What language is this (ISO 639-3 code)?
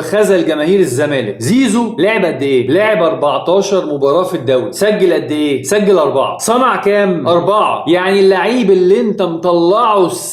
arz